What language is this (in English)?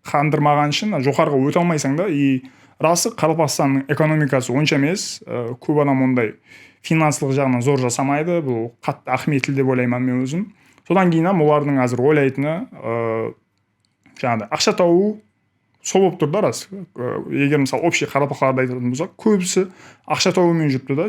Kara-Kalpak